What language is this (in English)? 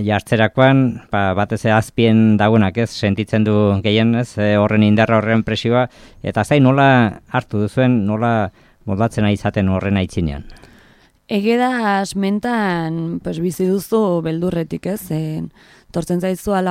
Basque